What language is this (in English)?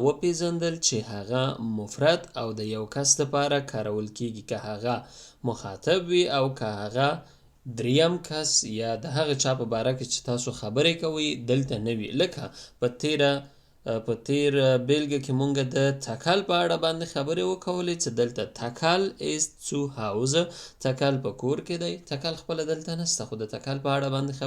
Pashto